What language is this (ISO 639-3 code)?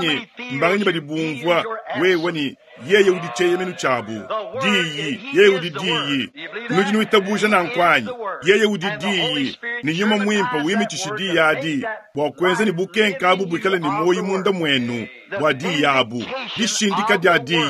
lua